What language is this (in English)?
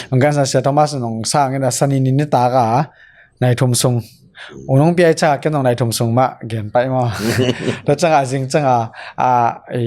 Tedim Chin